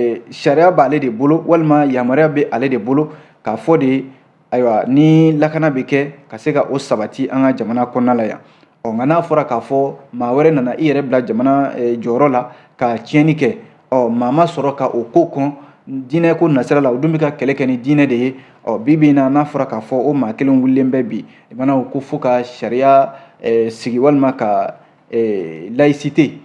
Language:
Bambara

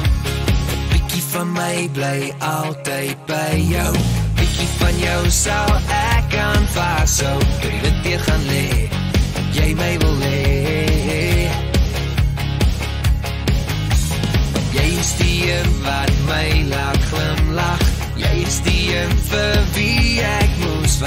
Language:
Afrikaans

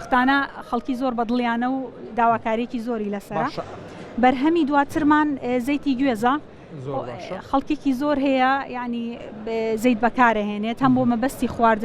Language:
Central Kurdish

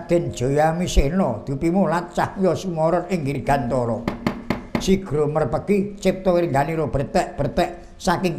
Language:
Javanese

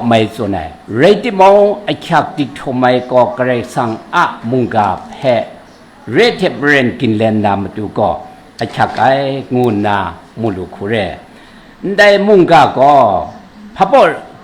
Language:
Kachin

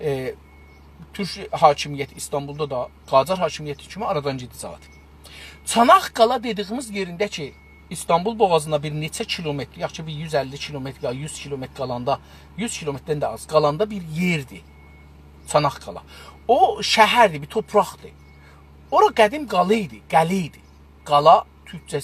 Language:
South Azerbaijani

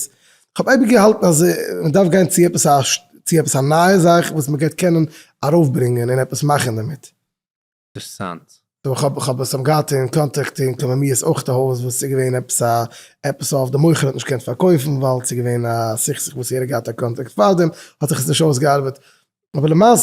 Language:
Yiddish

